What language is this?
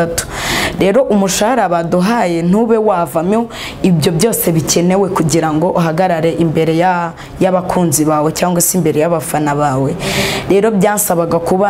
Kinyarwanda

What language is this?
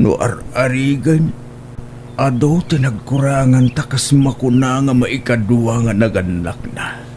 Iloko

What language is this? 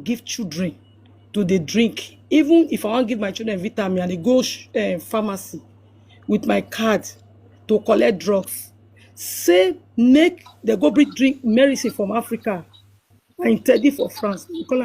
Nigerian Pidgin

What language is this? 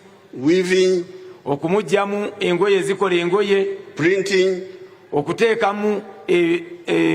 Ganda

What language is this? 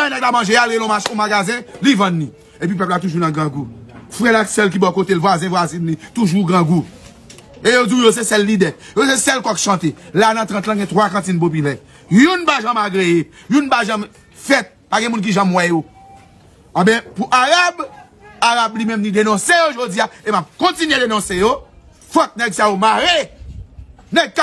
Haitian Creole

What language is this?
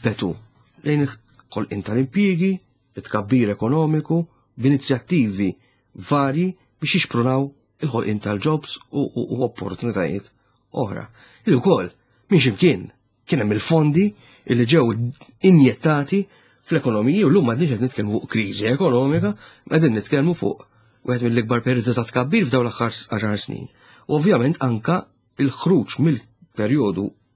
Maltese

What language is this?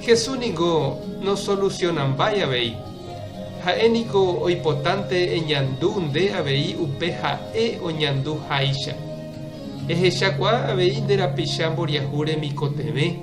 Guarani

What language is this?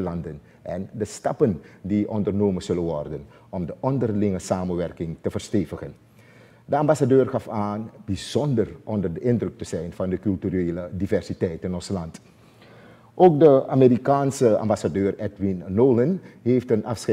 Dutch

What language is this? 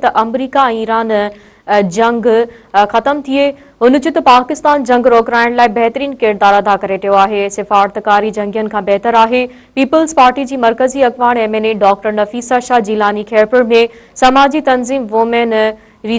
Sindhi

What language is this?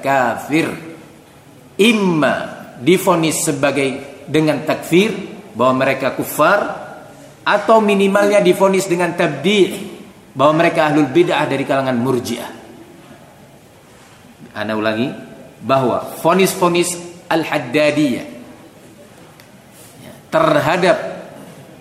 Indonesian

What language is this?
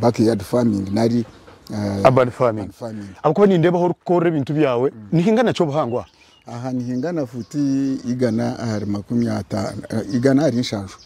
Nyankole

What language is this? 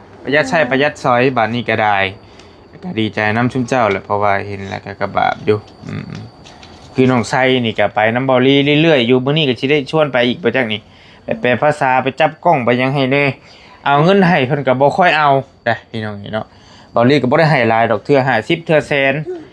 Lao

